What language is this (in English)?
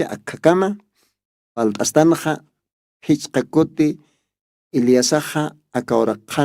Aymara